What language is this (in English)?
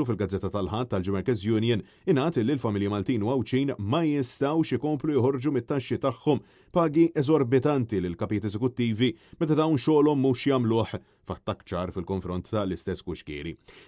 Maltese